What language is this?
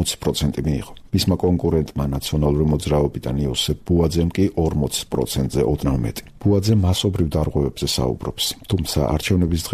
Georgian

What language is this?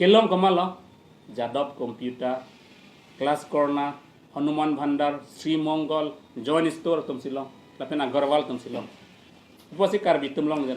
Karbi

